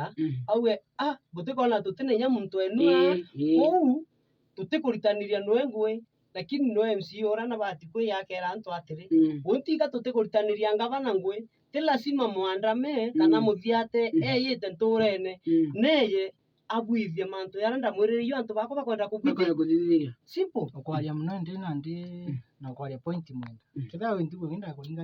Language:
Meru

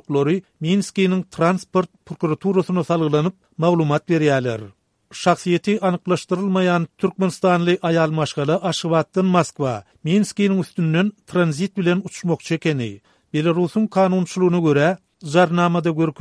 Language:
Turkmen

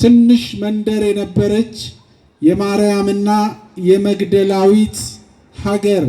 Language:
Amharic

